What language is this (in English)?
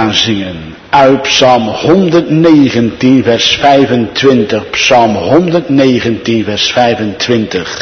Dutch